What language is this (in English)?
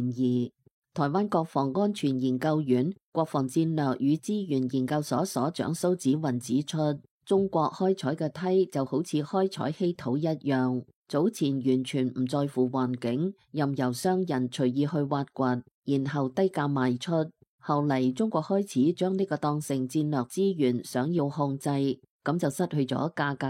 Cantonese